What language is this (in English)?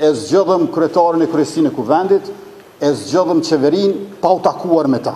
Albanian